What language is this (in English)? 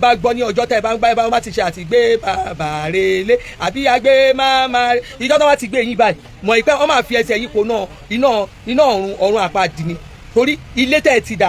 Yoruba